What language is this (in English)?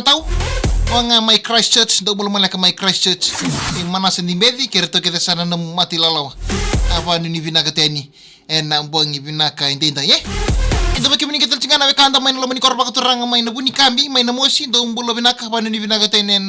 Fijian